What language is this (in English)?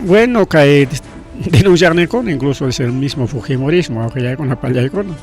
Ayacucho Quechua